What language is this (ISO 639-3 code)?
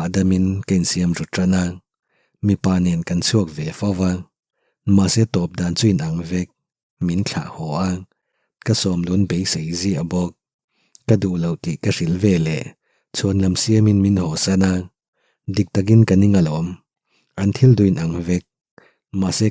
lus